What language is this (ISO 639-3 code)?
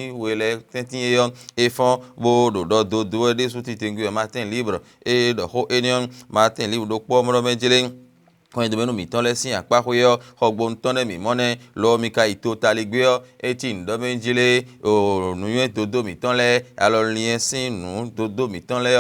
fon